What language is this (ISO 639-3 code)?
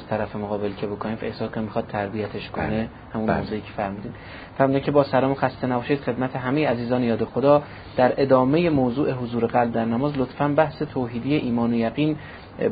fas